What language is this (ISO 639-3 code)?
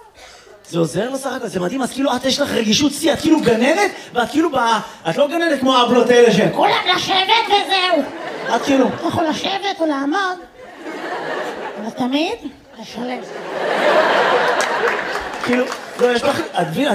heb